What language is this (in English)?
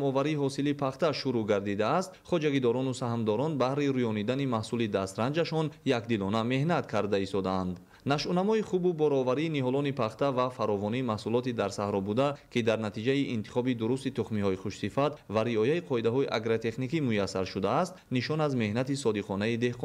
Tajik